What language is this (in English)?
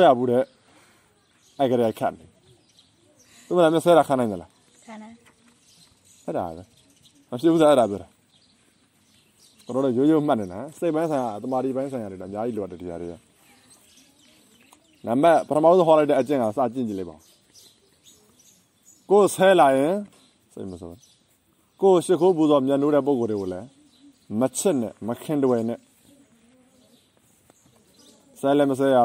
Burmese